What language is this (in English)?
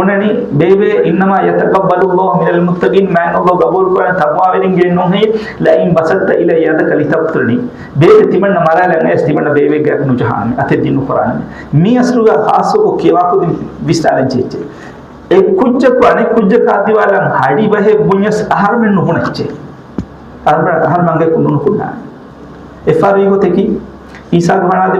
Divehi